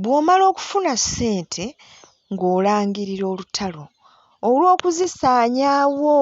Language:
Ganda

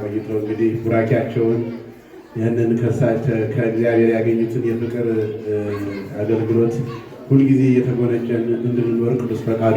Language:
Amharic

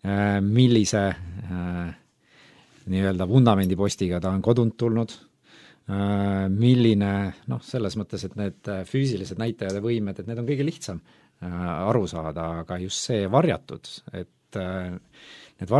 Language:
Estonian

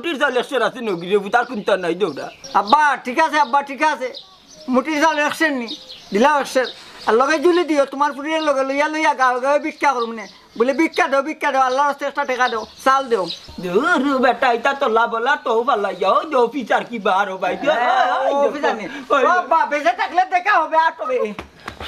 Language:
Sylheti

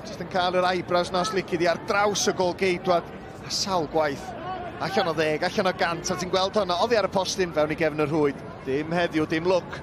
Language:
Welsh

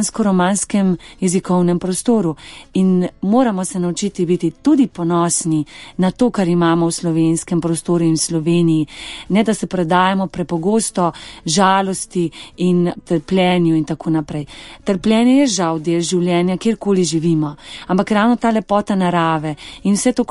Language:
Slovenian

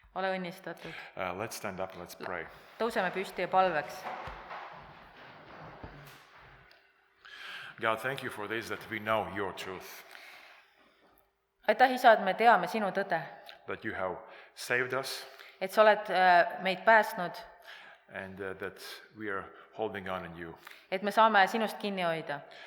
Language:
Estonian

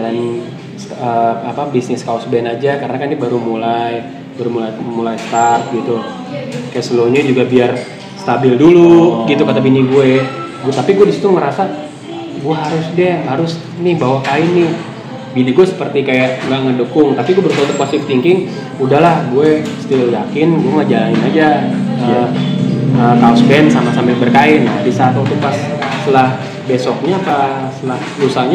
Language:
Indonesian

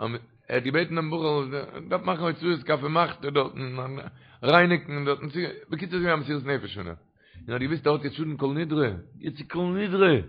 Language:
Yiddish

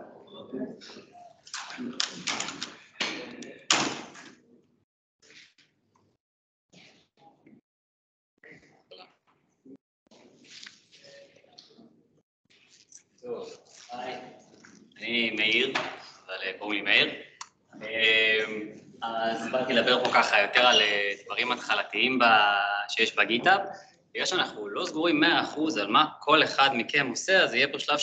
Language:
Hebrew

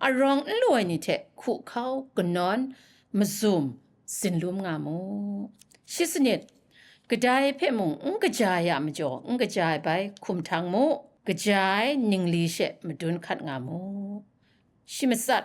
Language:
Kachin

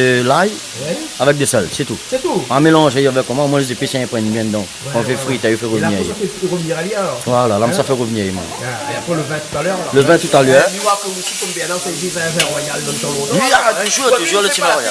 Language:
Réunion Creole French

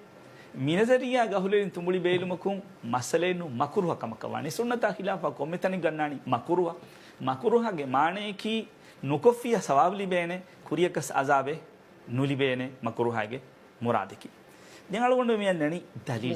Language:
Divehi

